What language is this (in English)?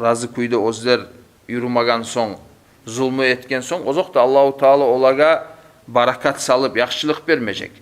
Kumyk